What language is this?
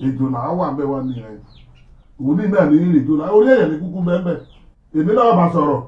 Yoruba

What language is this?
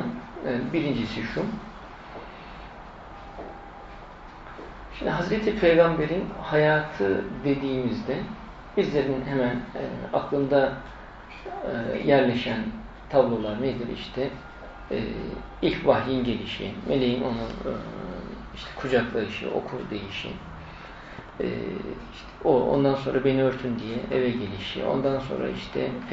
Turkish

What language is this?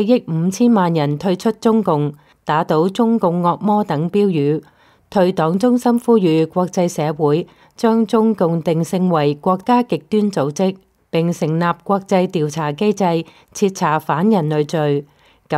Cantonese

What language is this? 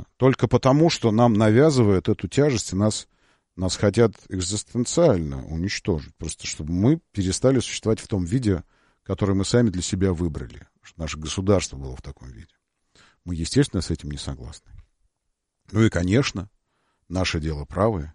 Russian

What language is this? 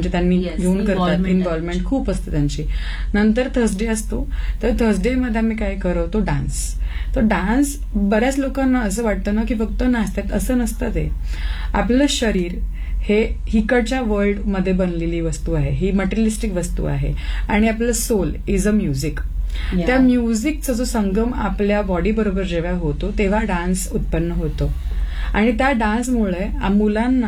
Marathi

